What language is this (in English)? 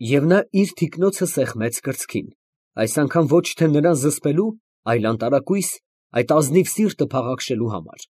Armenian